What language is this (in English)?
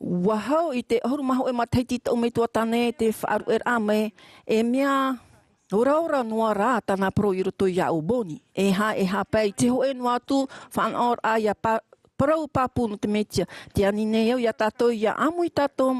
Tahitian